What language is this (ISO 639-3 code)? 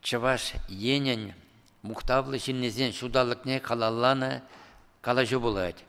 chv